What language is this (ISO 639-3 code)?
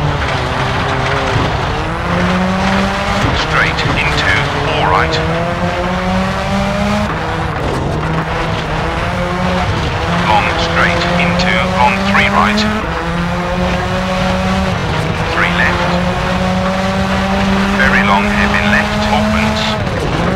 eng